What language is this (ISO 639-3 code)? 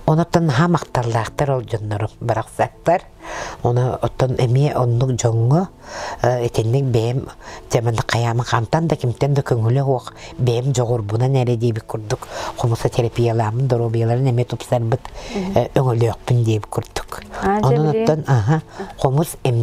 sah